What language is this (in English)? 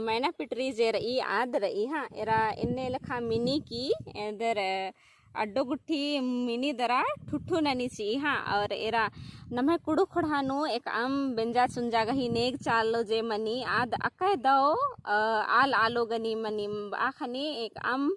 Kurukh